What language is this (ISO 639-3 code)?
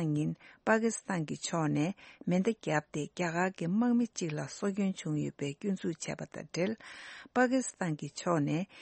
bod